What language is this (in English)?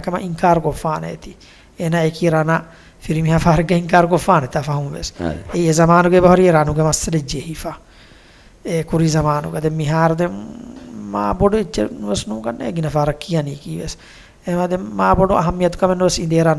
Divehi